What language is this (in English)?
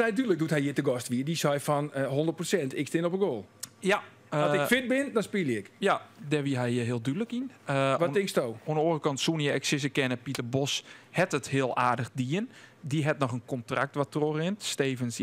Western Frisian